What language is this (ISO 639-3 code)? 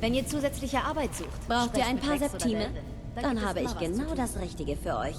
bar